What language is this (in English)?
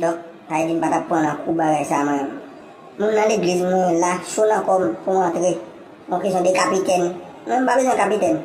Haitian Creole